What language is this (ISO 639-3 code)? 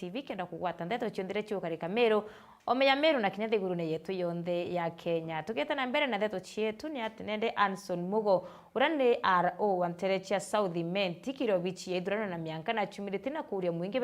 mer